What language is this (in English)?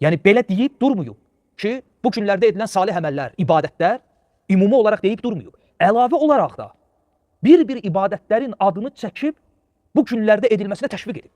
Azerbaijani